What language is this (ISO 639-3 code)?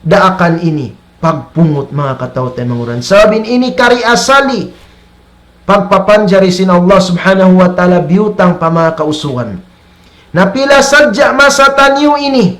tsg